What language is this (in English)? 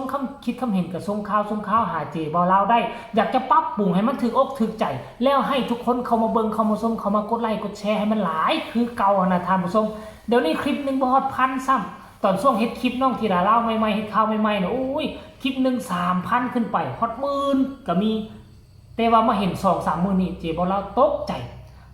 Northeastern Thai